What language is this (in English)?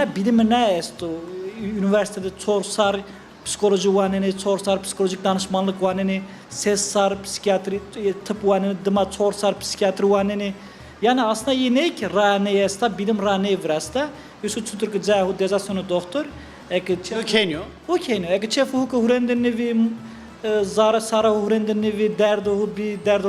Zaza